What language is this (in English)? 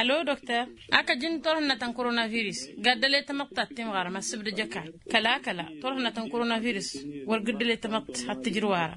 Tamasheq